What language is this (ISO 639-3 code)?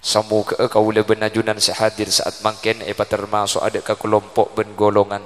mad